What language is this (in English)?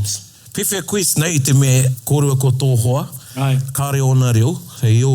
Māori